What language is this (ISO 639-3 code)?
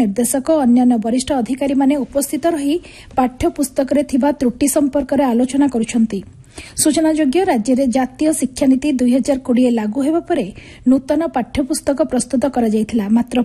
ori